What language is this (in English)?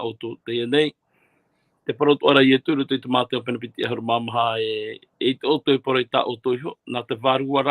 Tahitian